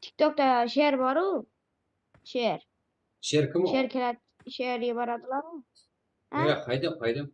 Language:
Kara-Kalpak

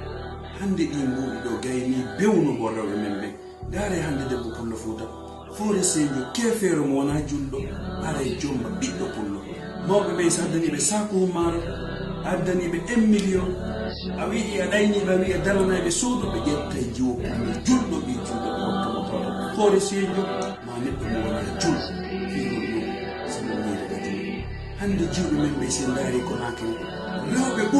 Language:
Fula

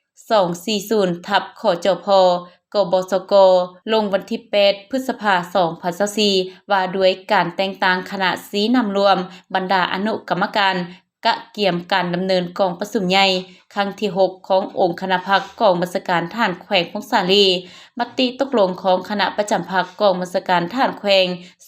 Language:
Lao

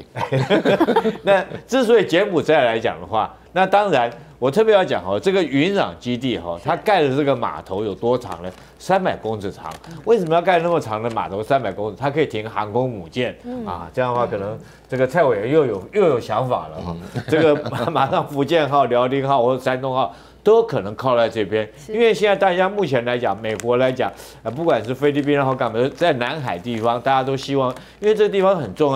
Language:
Chinese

